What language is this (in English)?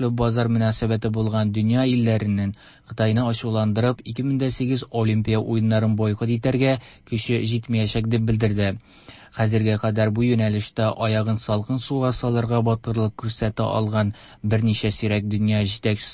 Tatar